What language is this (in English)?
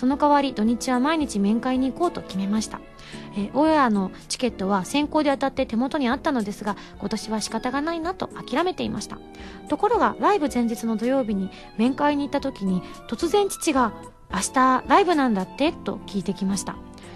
Japanese